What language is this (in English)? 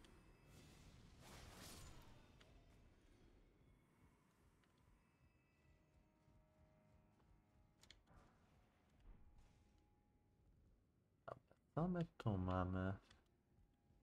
Polish